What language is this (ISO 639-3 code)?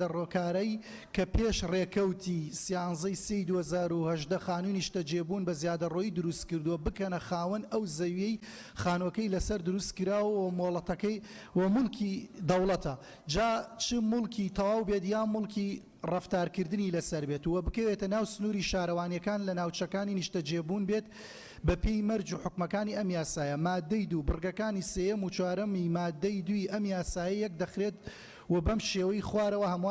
ckb